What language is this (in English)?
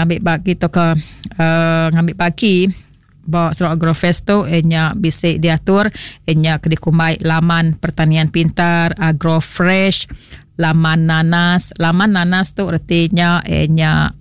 Iban